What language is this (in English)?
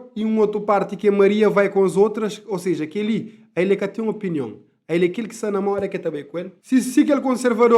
Kabuverdianu